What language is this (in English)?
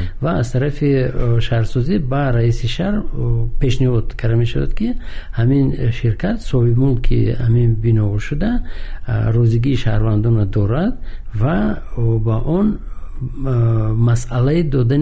Tajik